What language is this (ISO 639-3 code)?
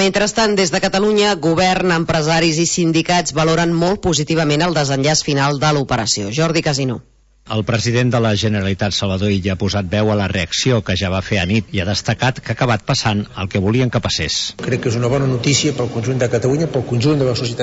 cat